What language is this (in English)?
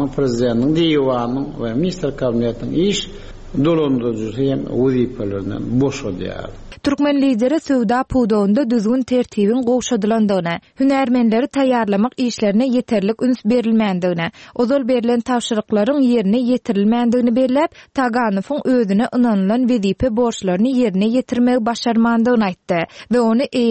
Turkmen